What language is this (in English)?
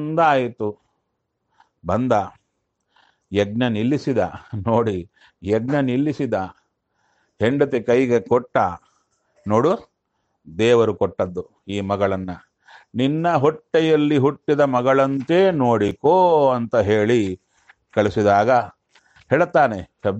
Kannada